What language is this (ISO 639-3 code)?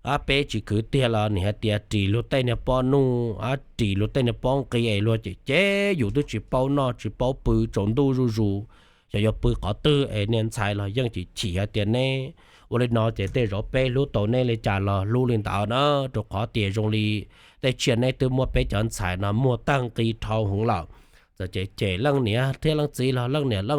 hmn